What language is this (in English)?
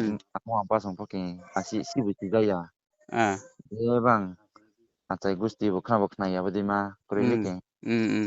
Riang (India)